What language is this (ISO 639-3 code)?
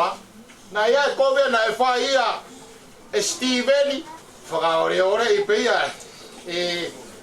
ton